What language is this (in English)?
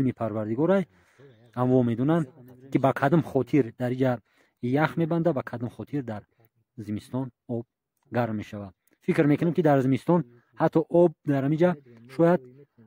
Tajik